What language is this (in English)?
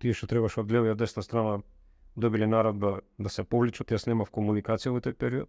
Macedonian